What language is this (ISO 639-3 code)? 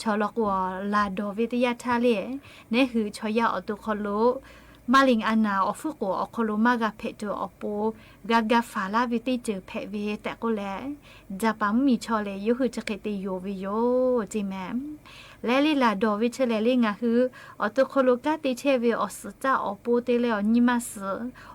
lhu